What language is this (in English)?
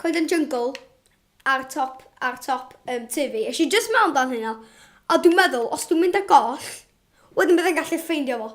Welsh